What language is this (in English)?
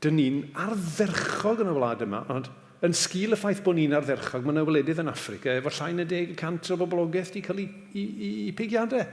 Welsh